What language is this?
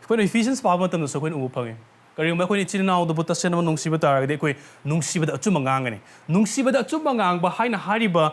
Manipuri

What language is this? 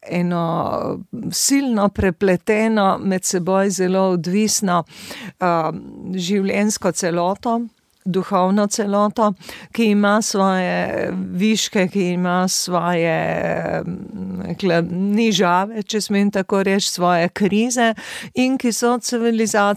Slovenian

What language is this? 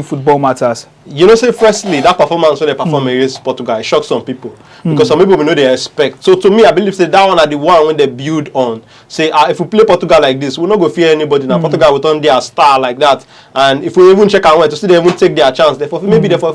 Nigerian Pidgin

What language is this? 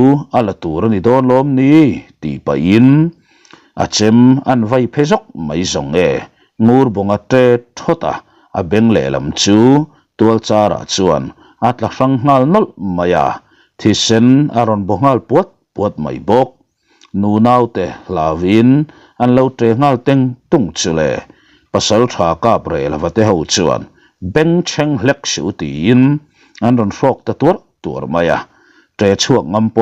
Mizo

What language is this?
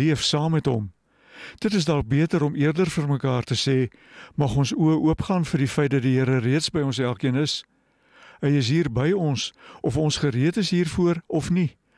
Afrikaans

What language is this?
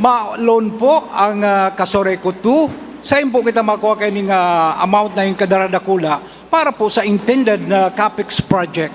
Bikol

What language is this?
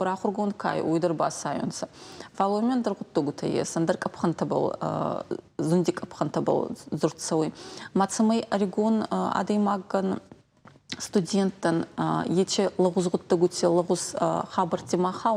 Ossetic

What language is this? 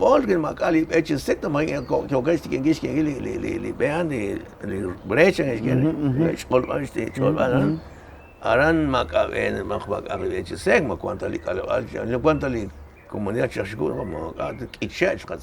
Kekchí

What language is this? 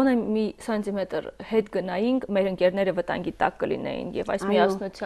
Armenian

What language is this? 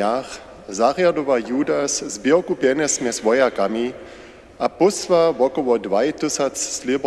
Upper Sorbian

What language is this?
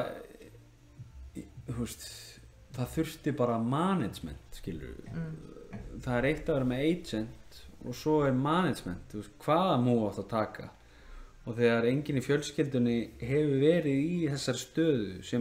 Icelandic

